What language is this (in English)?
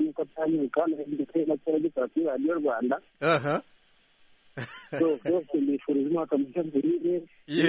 Kinyarwanda